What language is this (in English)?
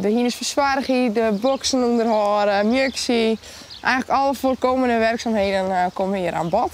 Western Frisian